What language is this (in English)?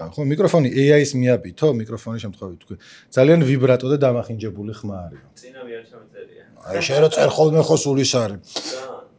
Georgian